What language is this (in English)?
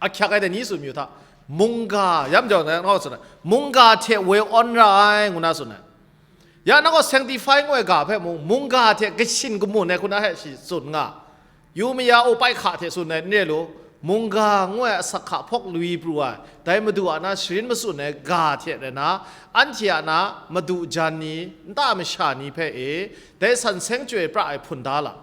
Kachin